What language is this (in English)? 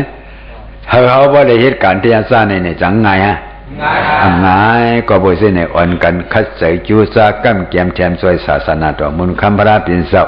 Shan